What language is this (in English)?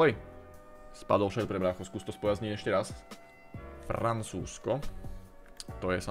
Slovak